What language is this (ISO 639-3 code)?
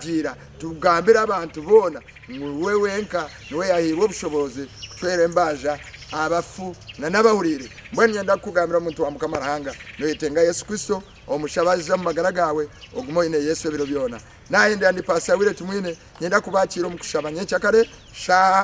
nyn